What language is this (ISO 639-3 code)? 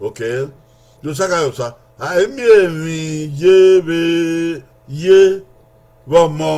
bin